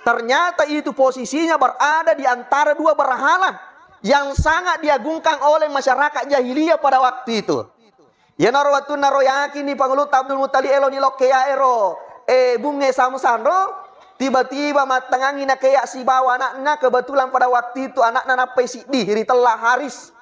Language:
Buginese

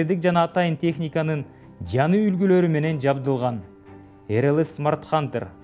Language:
Kyrgyz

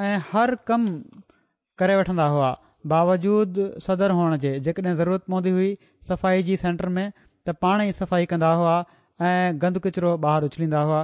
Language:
Sindhi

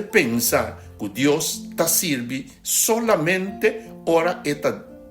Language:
Papiamento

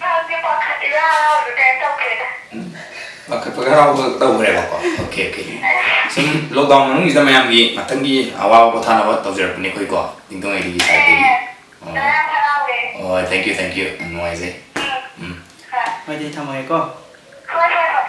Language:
Manipuri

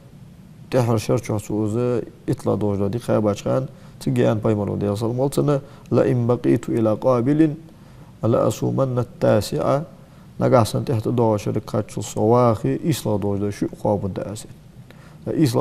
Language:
Ingush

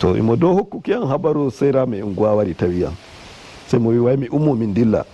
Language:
Nigerian Fulfulde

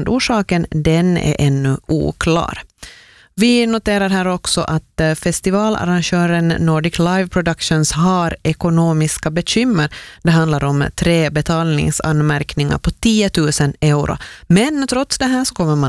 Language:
Swedish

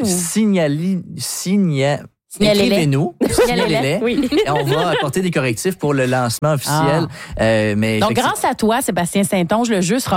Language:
French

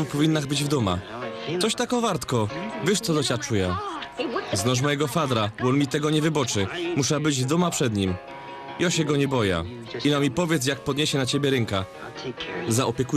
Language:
Silesian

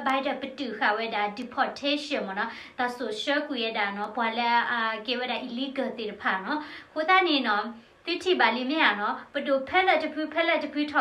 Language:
S'gaw Karen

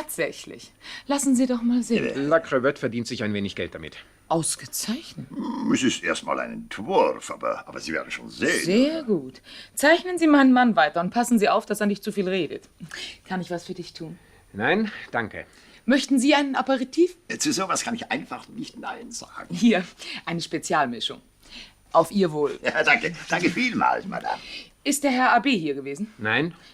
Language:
Swiss German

